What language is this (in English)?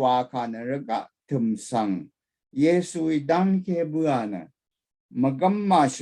Rawang